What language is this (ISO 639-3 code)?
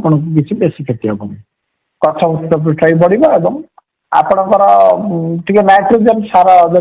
ori